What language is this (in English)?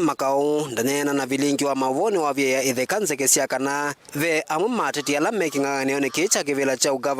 Kamba